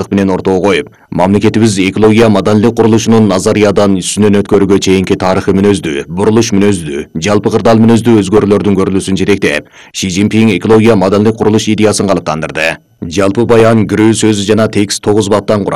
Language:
Kyrgyz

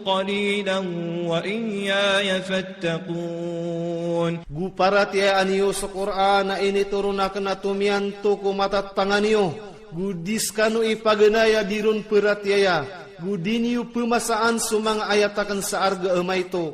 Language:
Maranao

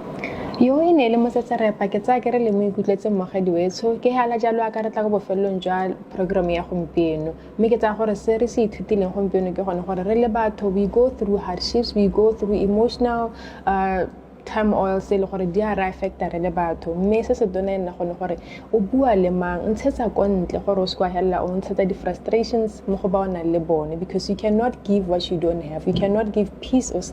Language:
Tswana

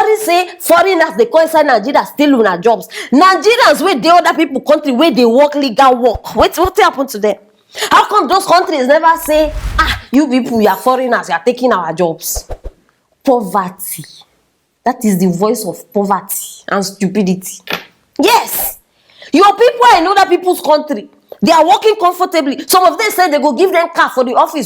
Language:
Nigerian Pidgin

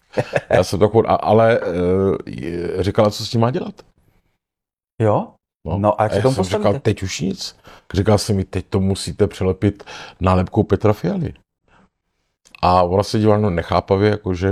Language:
Czech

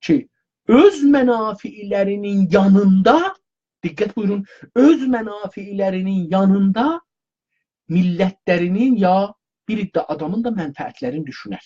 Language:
South Azerbaijani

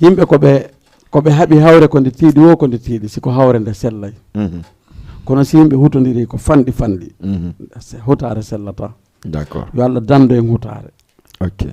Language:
Fula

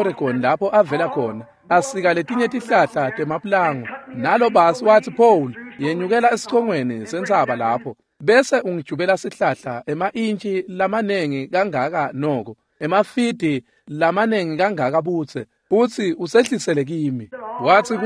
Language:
Swati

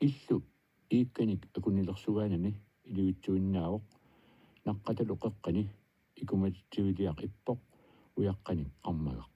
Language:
Kalaallisut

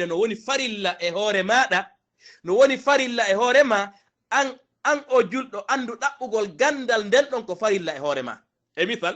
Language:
Fula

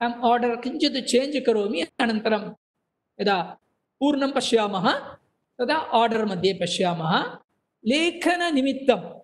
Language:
Sanskrit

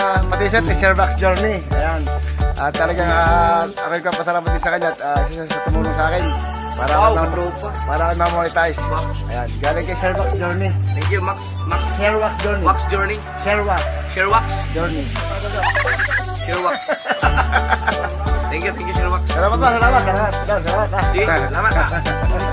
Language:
Filipino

